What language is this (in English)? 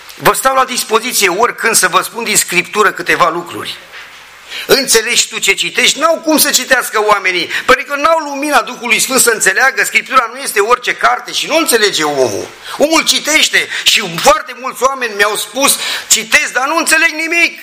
Romanian